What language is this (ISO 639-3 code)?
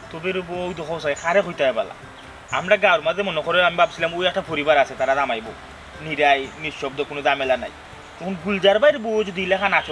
syl